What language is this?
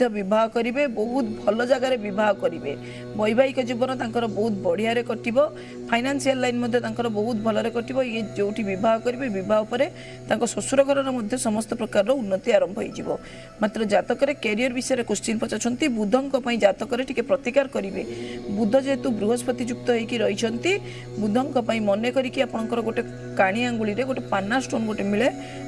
Odia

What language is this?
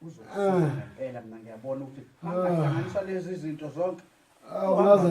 Zulu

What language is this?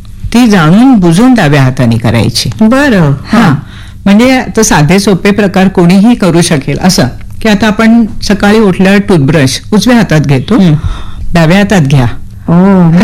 Marathi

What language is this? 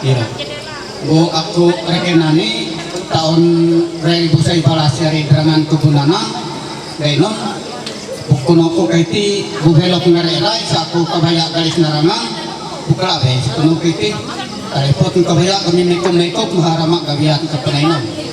Ma'anyan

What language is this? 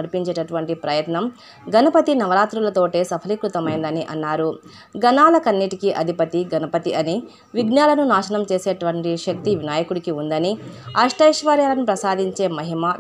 Telugu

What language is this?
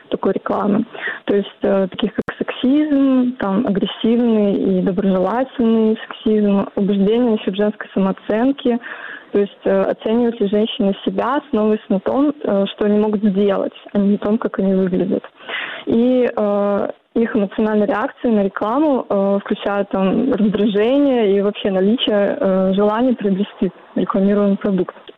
Russian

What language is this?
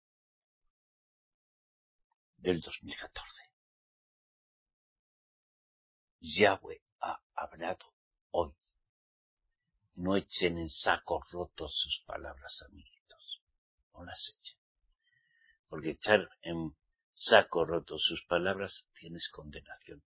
Spanish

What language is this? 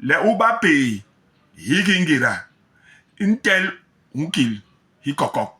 Basaa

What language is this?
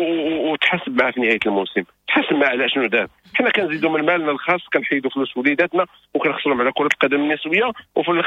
Moroccan Arabic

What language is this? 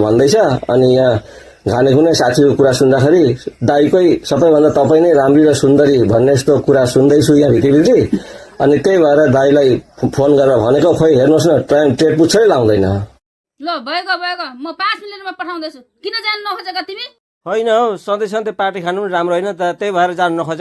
Nepali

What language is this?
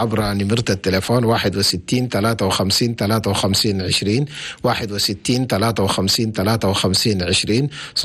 Chadian Arabic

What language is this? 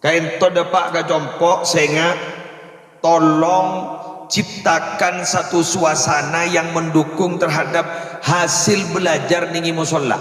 Madurese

